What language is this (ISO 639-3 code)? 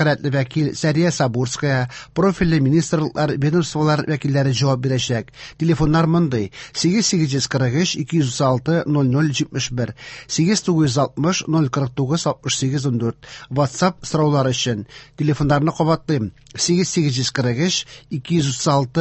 tat